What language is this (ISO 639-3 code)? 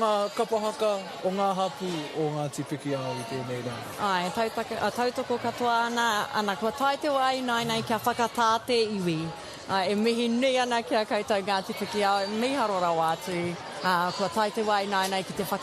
mri